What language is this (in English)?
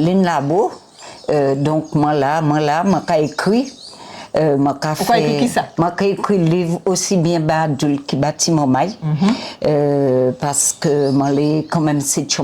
Guadeloupean Creole French